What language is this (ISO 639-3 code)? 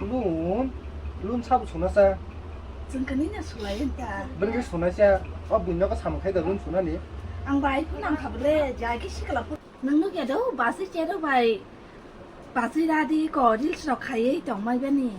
trp